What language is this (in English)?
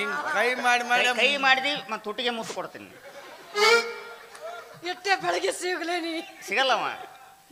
Kannada